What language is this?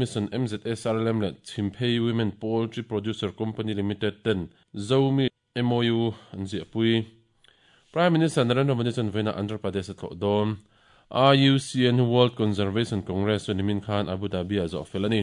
Mizo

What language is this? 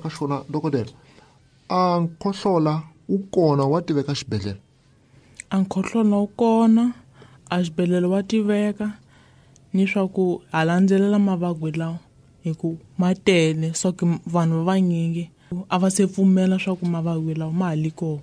Tsonga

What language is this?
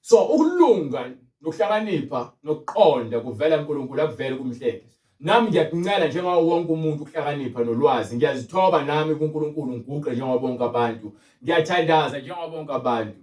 Zulu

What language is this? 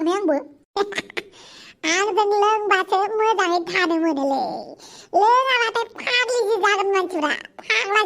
Bodo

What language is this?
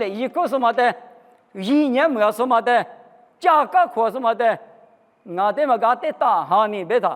Lisu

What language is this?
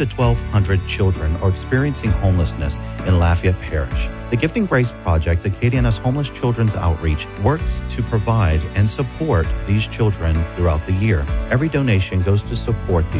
English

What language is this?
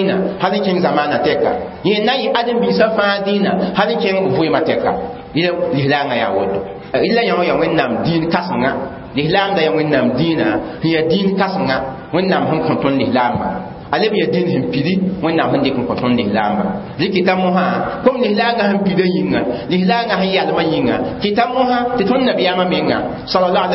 Mossi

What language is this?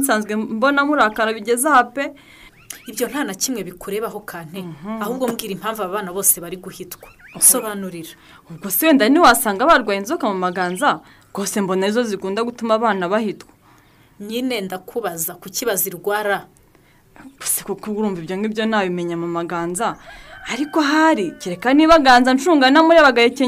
Kinyarwanda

